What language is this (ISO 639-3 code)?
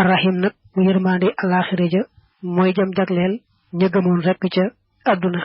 wol